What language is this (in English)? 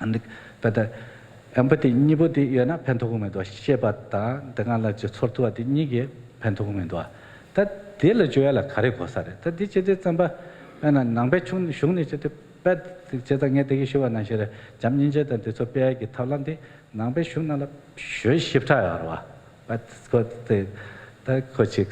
Tibetan